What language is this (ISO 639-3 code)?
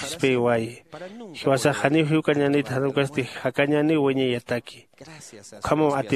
aym